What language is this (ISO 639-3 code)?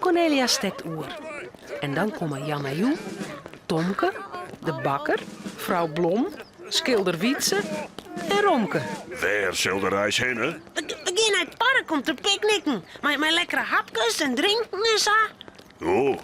fry